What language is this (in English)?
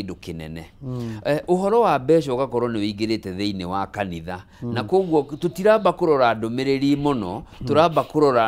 Kikuyu